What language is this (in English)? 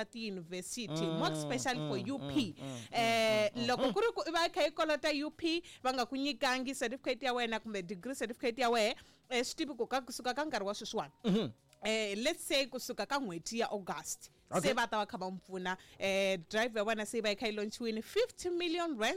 Tsonga